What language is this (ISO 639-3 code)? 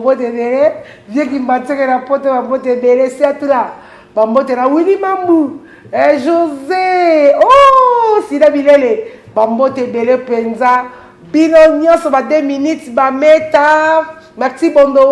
lin